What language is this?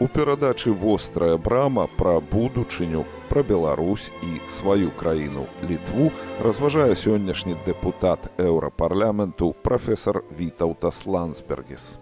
Belarusian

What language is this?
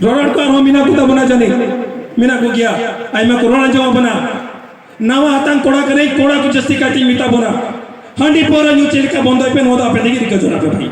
Santali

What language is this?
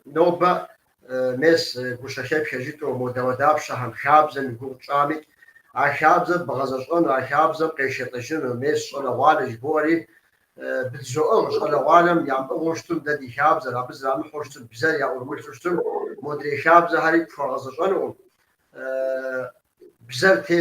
Kabardian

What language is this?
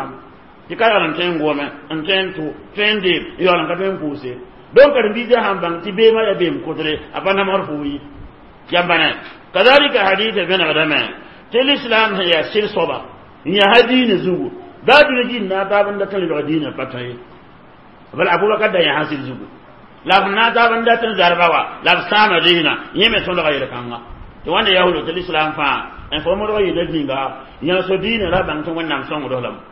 Mossi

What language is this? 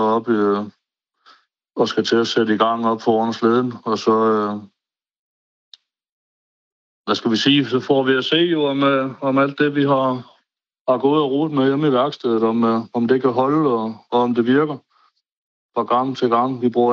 Danish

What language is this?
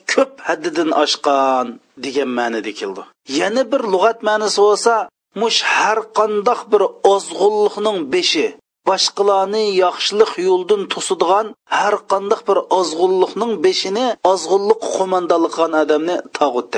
Uyghur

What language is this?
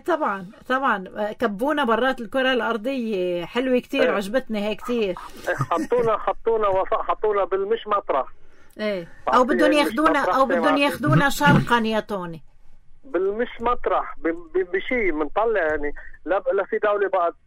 North Levantine Arabic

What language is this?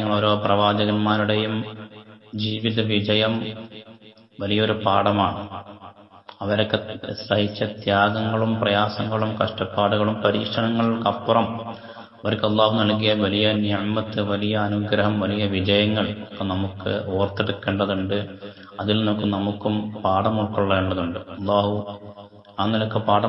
Malayalam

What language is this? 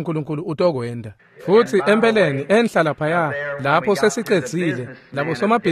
Swati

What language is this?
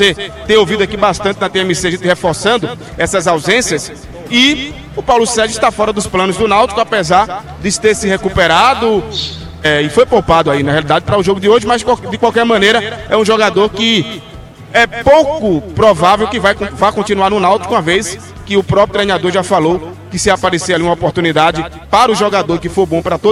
Portuguese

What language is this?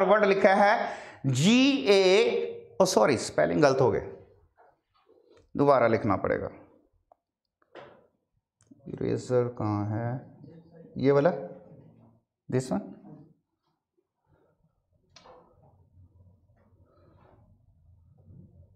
Hindi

